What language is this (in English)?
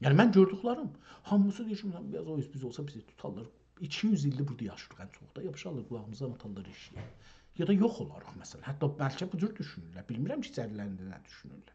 South Azerbaijani